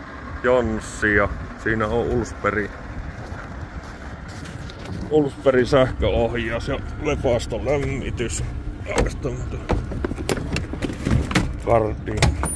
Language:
Finnish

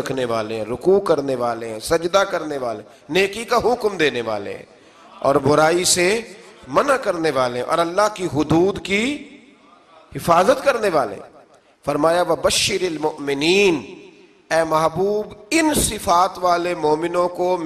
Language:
Urdu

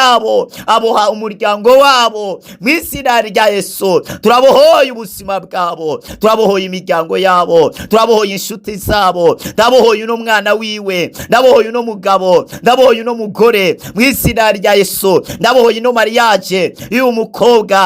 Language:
Rundi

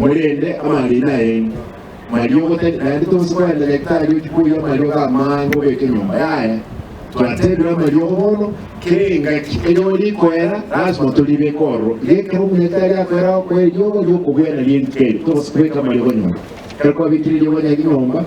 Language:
Gusii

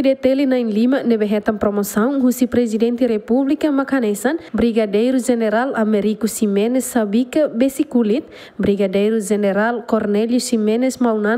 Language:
Tetum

